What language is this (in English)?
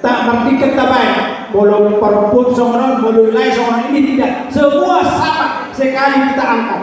Batak Toba